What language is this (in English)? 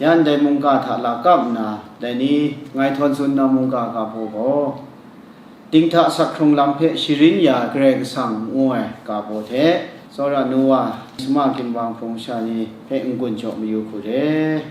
Kachin